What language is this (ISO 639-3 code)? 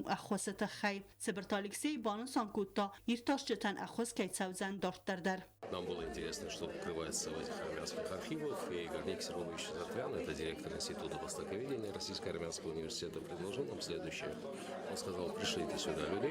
oss